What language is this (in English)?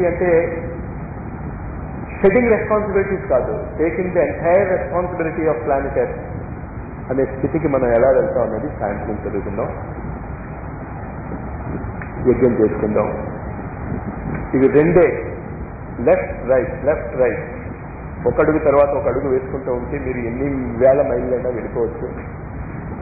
Telugu